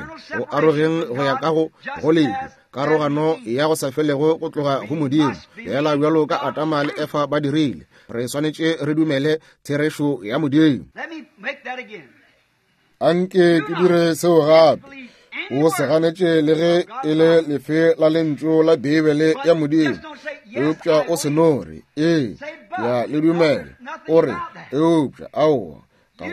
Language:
Northern Sotho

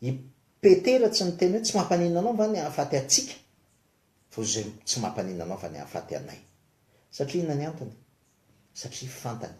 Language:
Malagasy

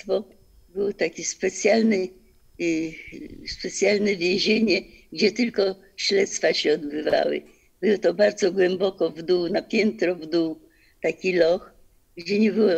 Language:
Polish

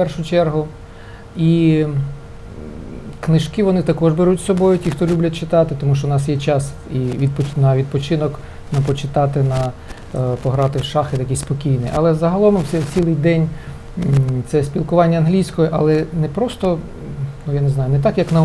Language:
Ukrainian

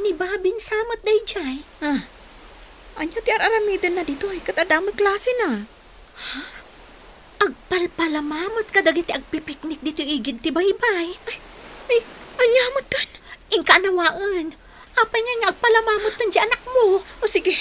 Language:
Iloko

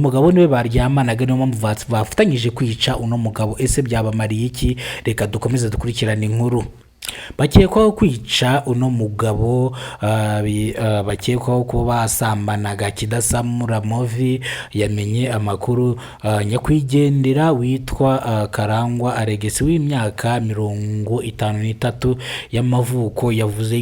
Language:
Kinyarwanda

